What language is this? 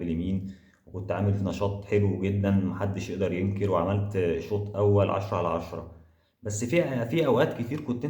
Egyptian Arabic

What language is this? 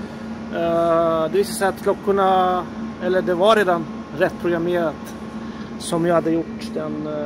Swedish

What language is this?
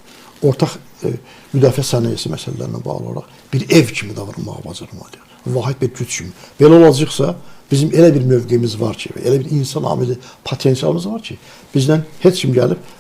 Azerbaijani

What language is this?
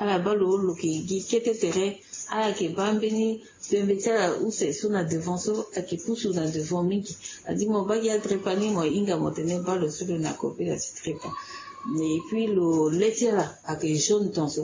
Sango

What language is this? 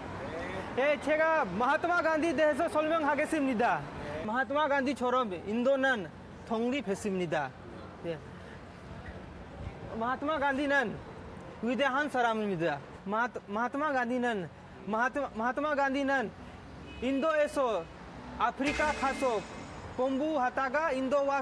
Korean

